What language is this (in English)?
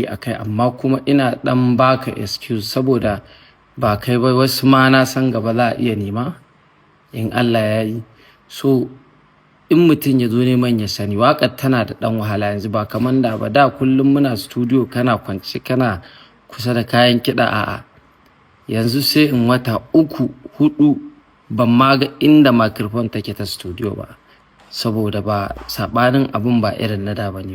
Hausa